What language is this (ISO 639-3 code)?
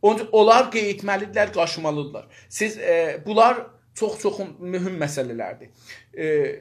azb